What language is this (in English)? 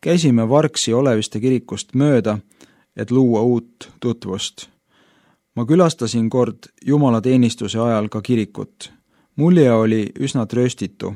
Estonian